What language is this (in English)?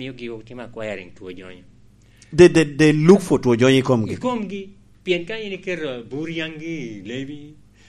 Lango (Uganda)